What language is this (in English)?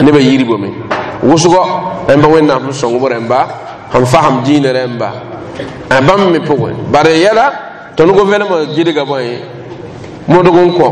Mossi